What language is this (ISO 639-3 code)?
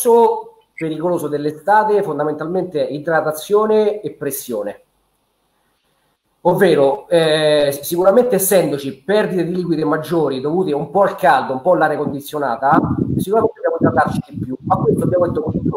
ita